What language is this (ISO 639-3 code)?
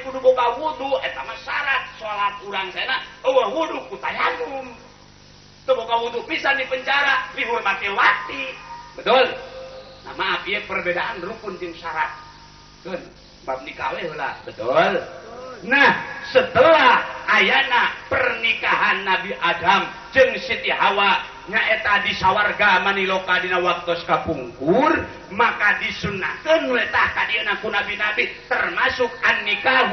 sun